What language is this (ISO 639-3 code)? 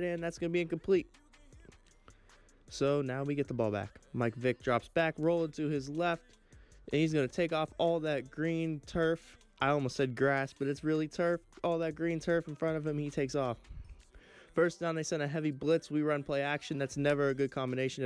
eng